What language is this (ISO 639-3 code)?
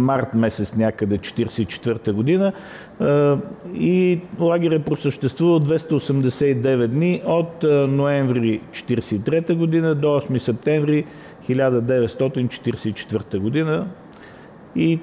bul